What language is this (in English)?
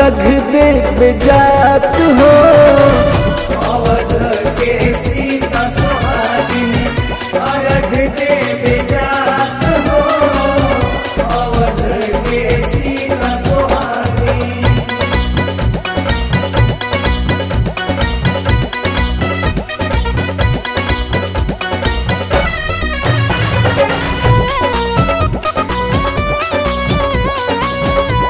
Bhojpuri